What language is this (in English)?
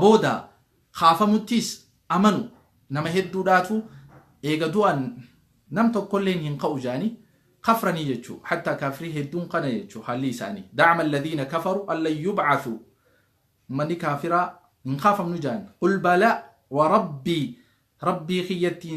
Oromo